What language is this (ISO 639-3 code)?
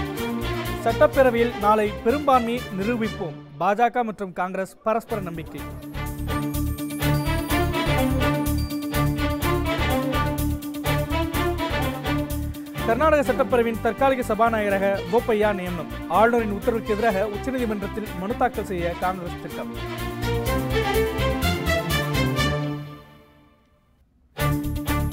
tam